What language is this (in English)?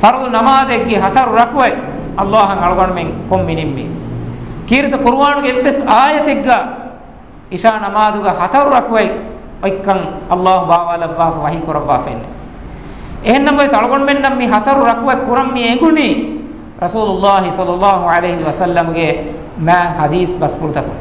Divehi